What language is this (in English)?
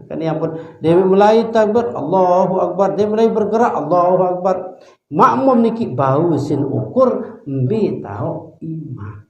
Sasak